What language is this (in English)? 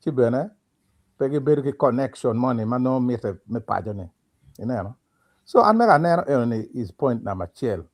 Acoli